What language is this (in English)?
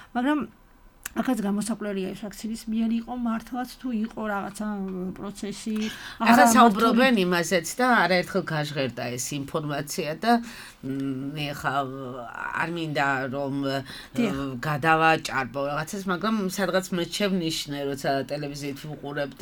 Georgian